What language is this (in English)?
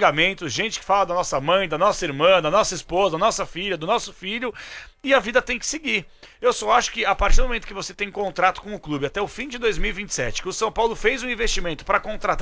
Portuguese